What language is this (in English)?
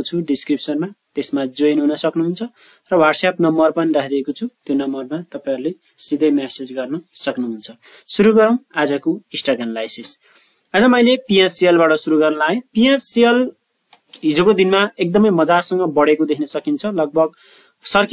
Nepali